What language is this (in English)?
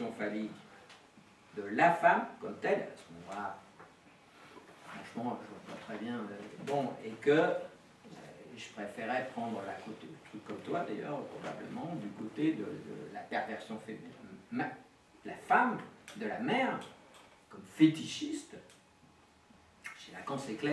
French